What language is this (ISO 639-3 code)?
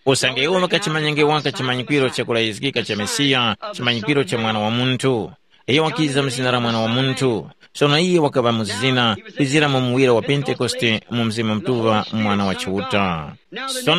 tum